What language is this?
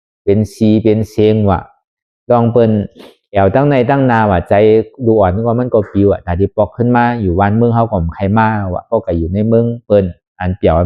Shan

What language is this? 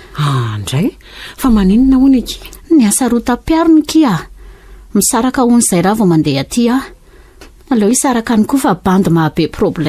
Malagasy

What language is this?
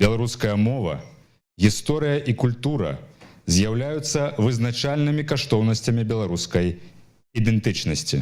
Belarusian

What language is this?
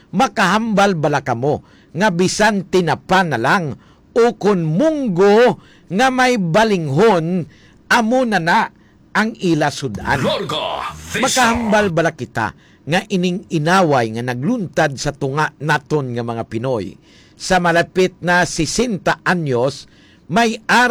Hiligaynon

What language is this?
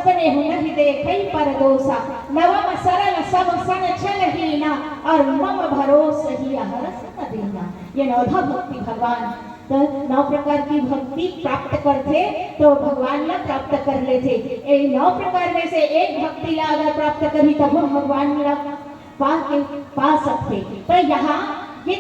Chhattisgarhi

